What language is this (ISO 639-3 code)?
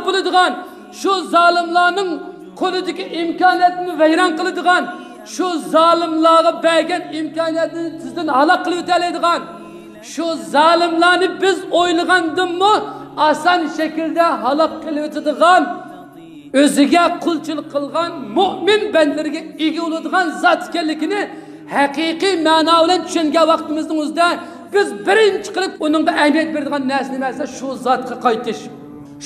uig